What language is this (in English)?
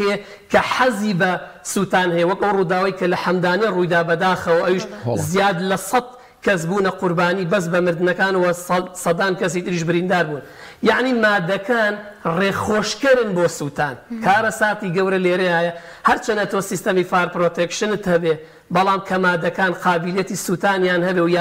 Central Kurdish